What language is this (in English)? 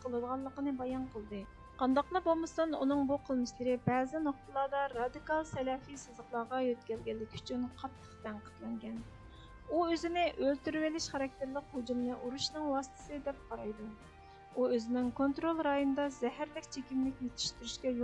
Uyghur